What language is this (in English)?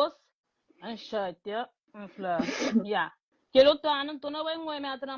Kabuverdianu